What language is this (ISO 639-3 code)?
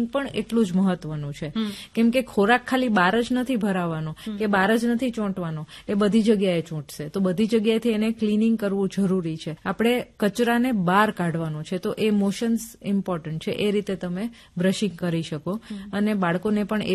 guj